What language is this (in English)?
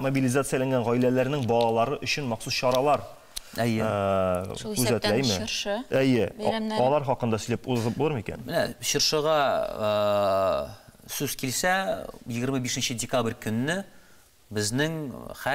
Tatar